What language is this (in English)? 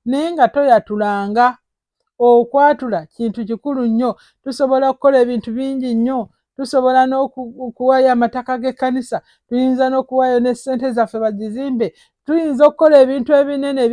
Ganda